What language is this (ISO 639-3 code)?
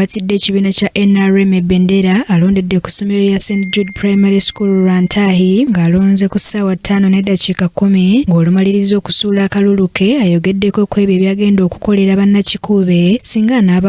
lug